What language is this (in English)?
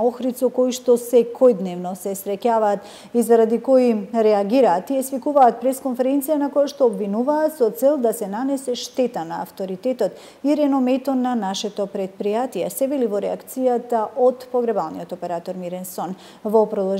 Macedonian